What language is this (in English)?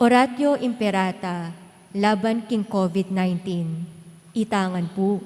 Pampanga